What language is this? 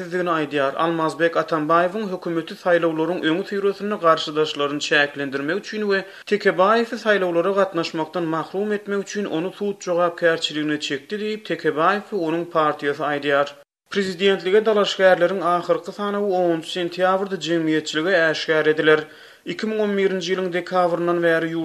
Turkmen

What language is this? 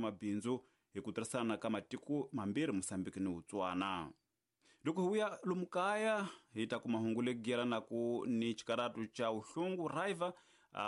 Tsonga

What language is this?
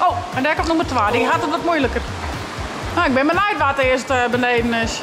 Western Frisian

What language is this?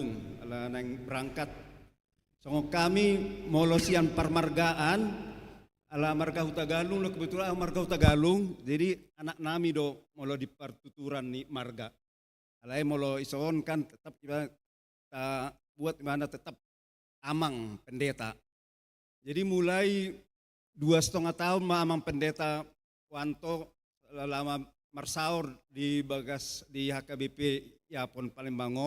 Batak Toba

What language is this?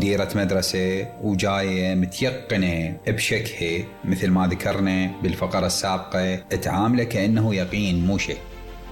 Mesopotamian Arabic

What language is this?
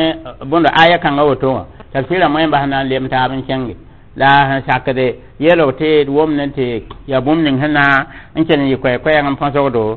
Mossi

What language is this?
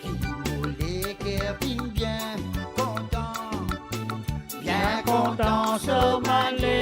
Morisyen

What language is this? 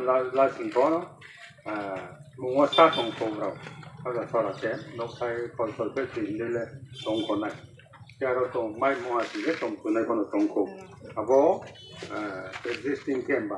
Riang (India)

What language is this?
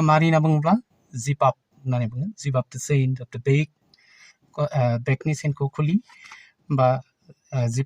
Bodo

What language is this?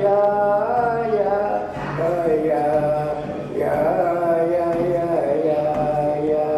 Inuktitut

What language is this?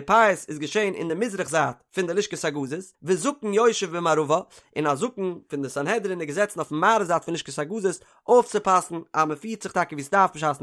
Yiddish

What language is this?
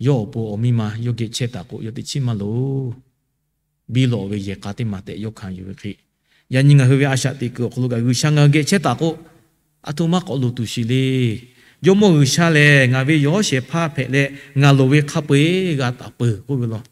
Lahu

